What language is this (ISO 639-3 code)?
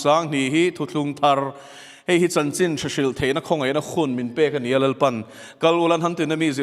lus